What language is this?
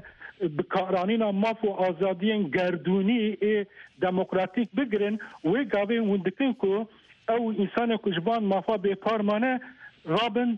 Kurdish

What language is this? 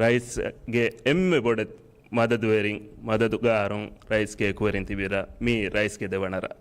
Divehi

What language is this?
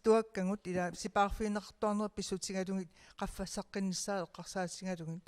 Kalaallisut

